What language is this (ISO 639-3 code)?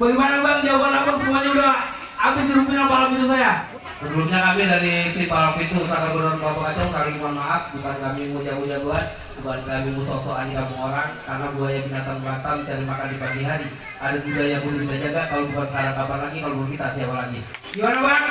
bew